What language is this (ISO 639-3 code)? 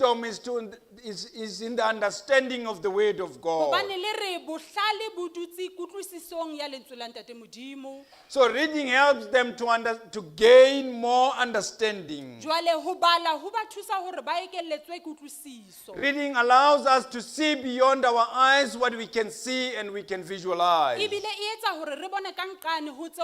sot